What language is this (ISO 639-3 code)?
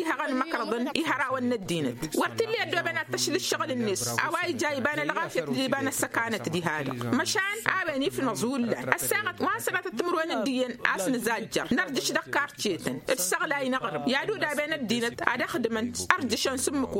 taq